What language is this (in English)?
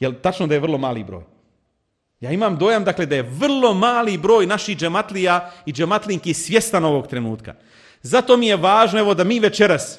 Bosnian